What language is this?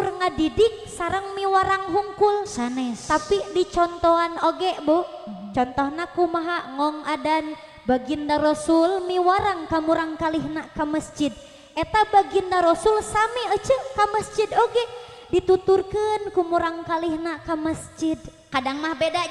Sundanese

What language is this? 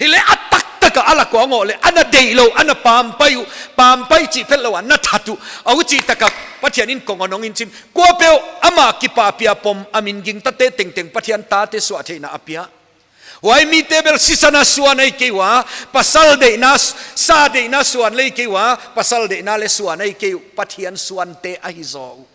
Paite Chin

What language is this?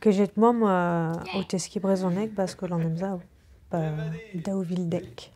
Breton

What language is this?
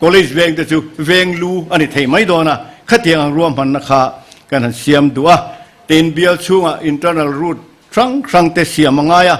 Mizo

